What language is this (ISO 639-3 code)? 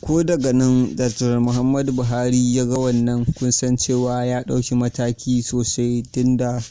hau